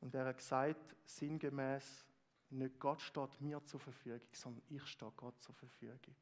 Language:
Swiss German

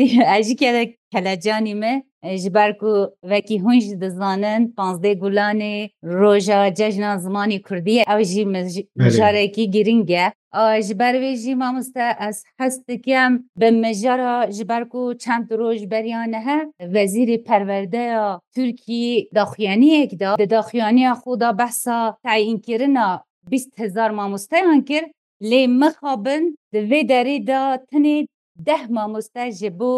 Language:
Kurdish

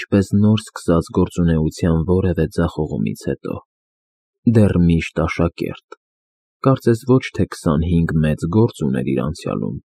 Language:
Armenian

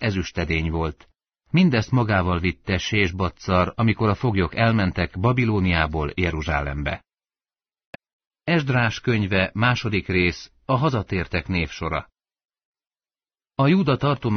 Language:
Hungarian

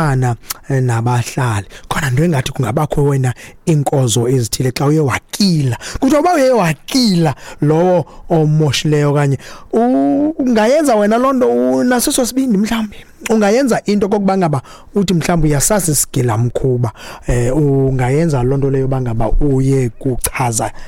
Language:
Xhosa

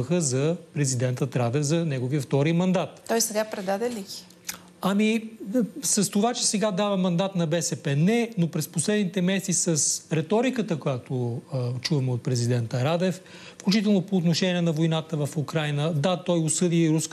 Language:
Bulgarian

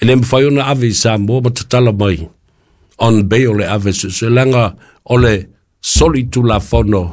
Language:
Samoan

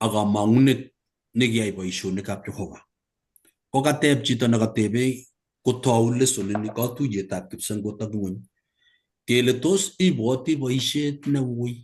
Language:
Kalenjin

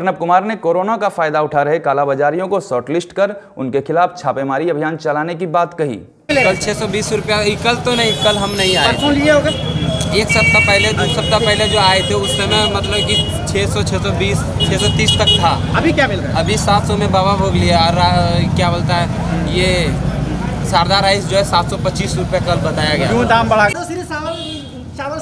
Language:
Hindi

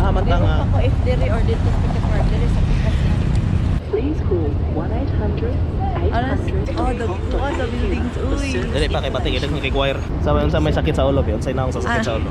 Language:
Cebuano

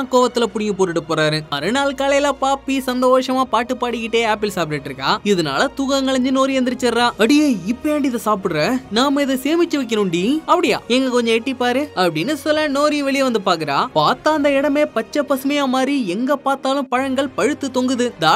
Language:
Tamil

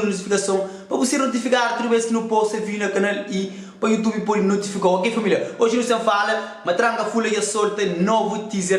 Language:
Kabuverdianu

